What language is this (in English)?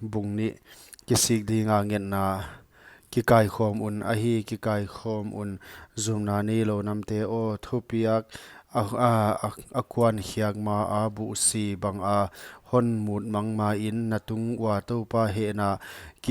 Paite Chin